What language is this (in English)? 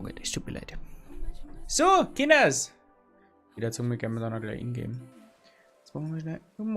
Bavarian